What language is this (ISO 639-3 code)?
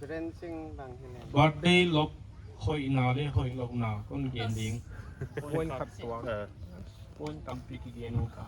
pck